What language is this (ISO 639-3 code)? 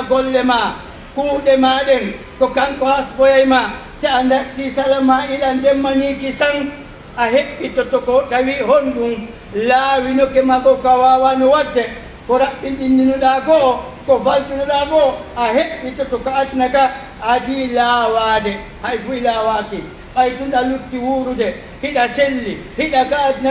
fuf